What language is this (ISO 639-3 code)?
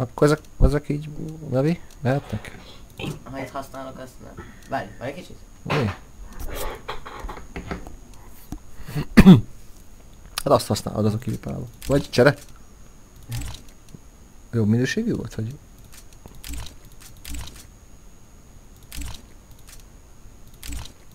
hun